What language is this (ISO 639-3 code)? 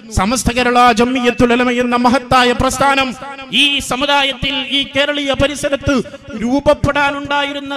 mal